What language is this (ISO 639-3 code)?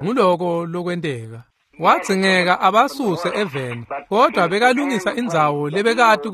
ssw